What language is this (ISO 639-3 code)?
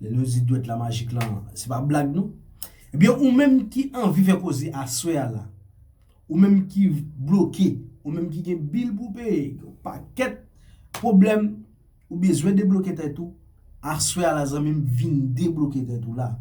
hat